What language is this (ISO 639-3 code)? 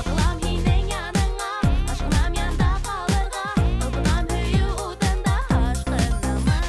bak